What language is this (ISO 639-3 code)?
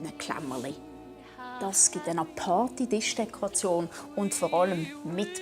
gsw